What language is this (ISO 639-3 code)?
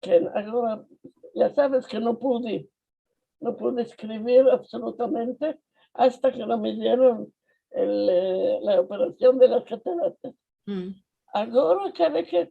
lad